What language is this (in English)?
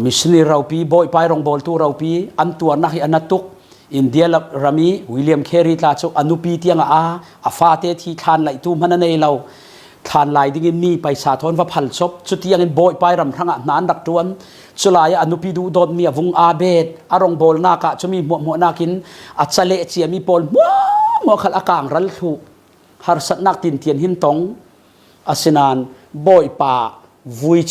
Falam Chin